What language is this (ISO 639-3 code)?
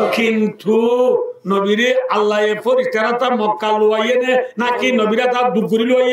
rhg